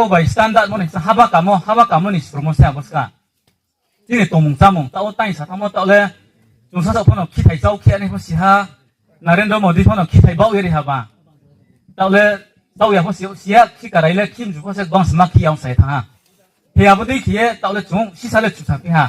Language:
Riang (India)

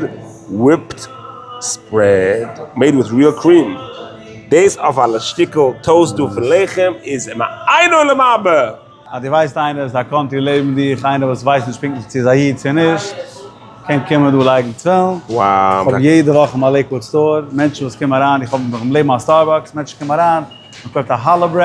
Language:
Yiddish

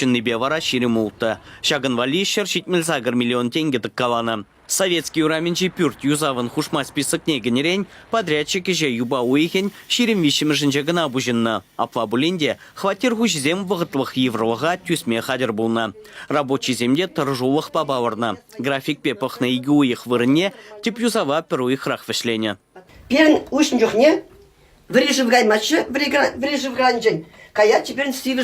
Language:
Chuvash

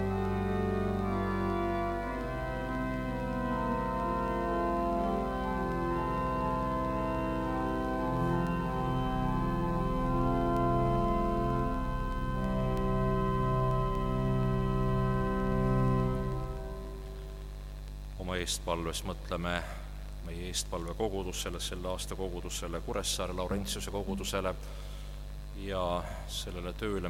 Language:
Estonian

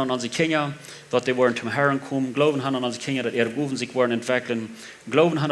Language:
Plautdietsch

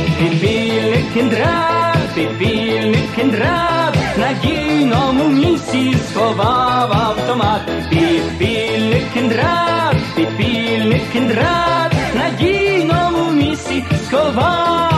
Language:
Ukrainian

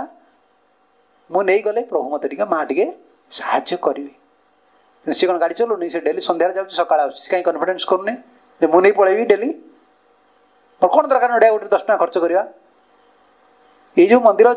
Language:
Odia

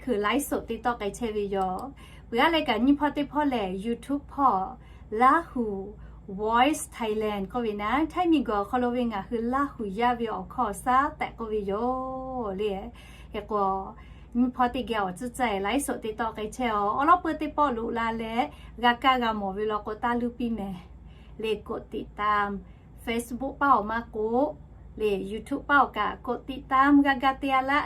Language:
Lahu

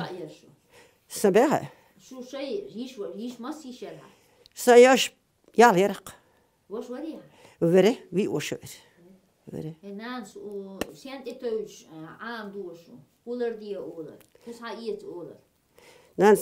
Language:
Chechen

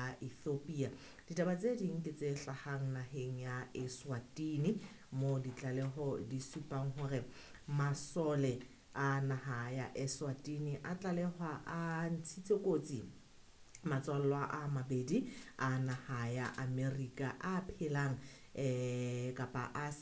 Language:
Southern Sotho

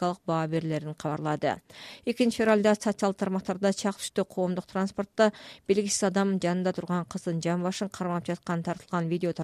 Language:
Kyrgyz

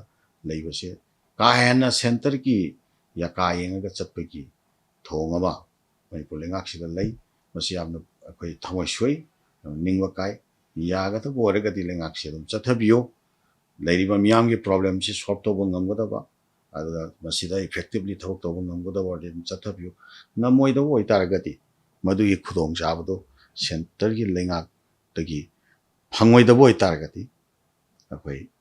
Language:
Manipuri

